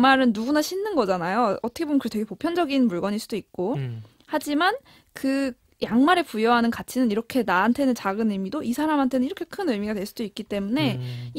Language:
Korean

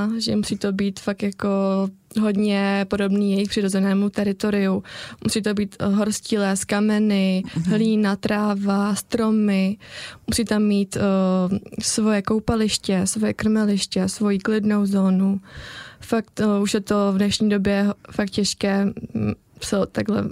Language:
Czech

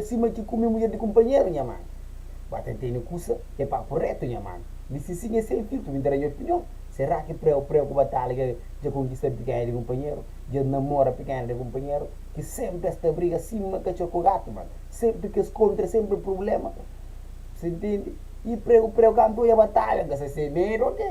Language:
Kabuverdianu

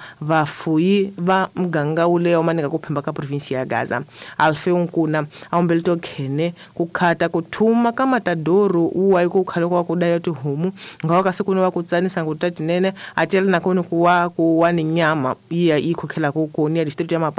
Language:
Tsonga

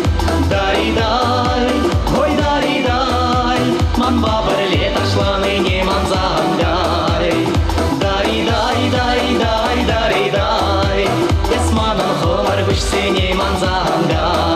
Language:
Chuvash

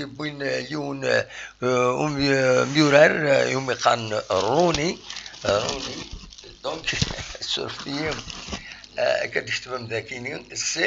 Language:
Kabyle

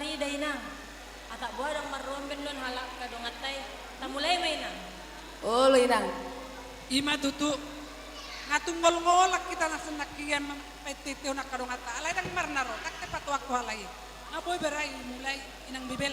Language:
Batak Toba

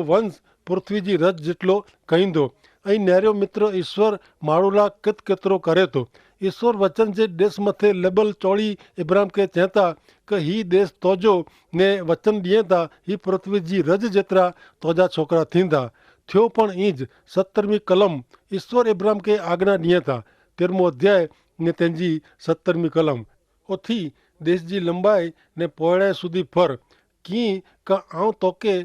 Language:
Kachhi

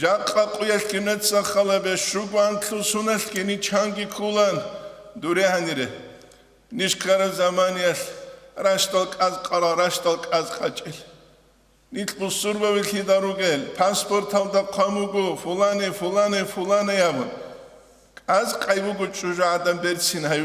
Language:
Avaric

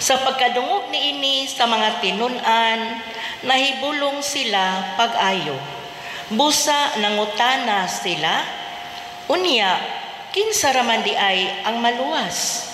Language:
Cebuano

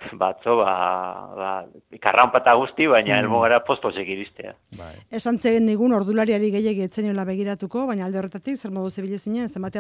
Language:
Basque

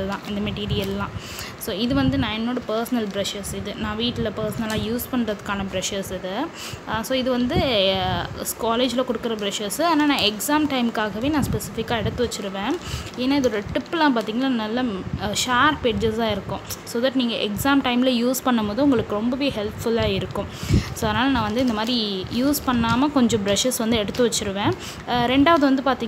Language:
Tamil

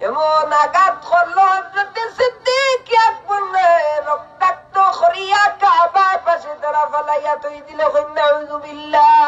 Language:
Sylheti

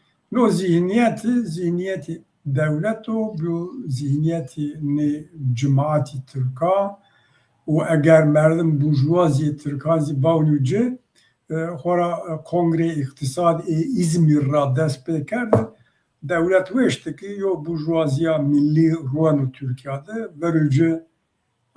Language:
Zaza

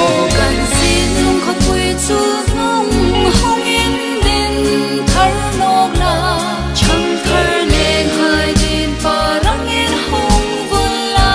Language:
Hmar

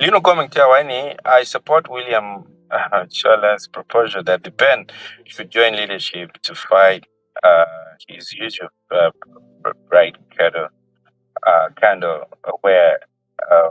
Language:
Acoli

